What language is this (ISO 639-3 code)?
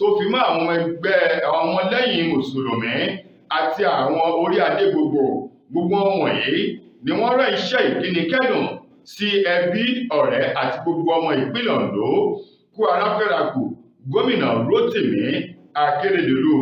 yor